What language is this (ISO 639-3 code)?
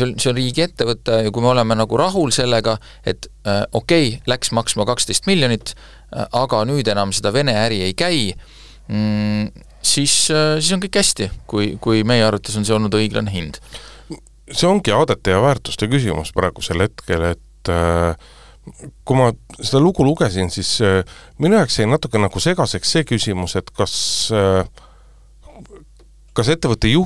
est